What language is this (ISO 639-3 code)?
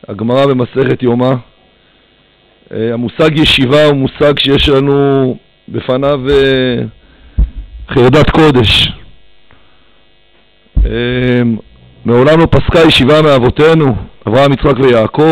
heb